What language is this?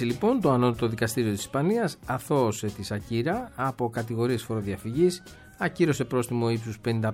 Greek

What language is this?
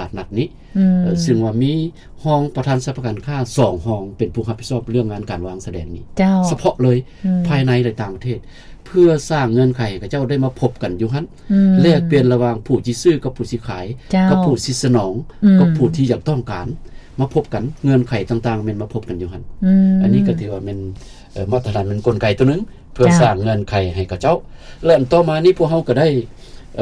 Lao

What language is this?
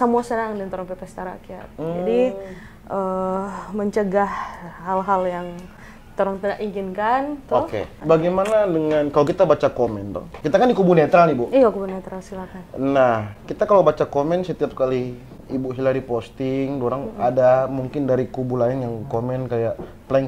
Manado Malay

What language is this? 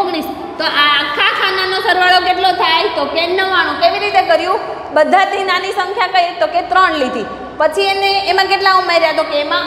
Gujarati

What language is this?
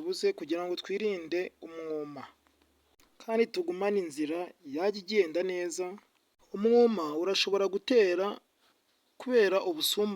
Kinyarwanda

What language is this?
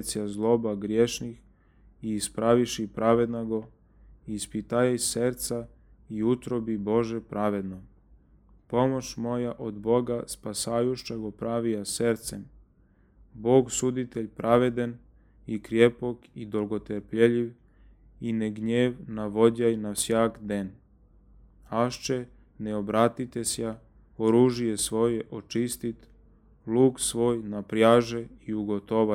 Church Slavic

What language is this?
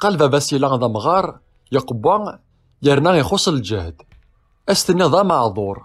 Kabyle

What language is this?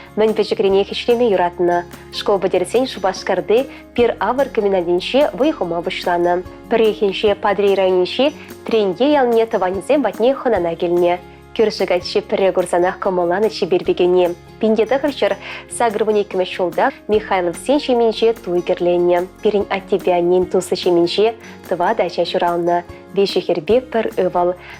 Chuvash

